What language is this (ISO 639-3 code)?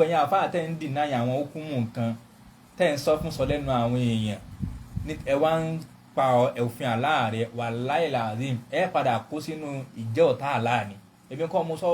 yor